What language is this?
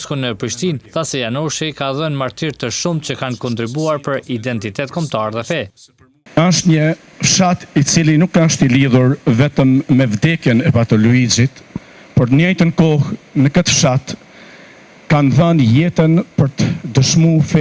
Albanian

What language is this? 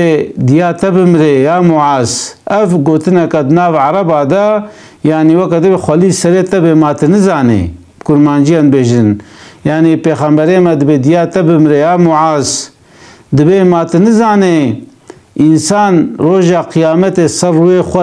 Kurdish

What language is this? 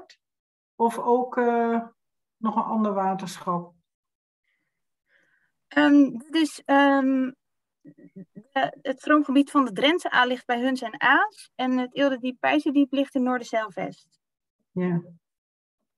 Dutch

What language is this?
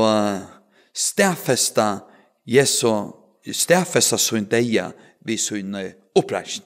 Faroese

